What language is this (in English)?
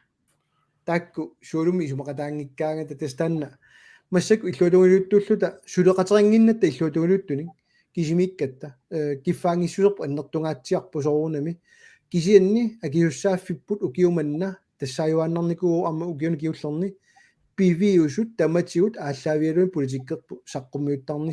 Kalaallisut